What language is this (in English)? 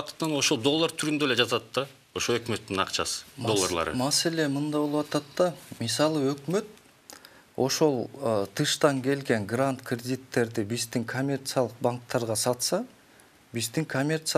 Kyrgyz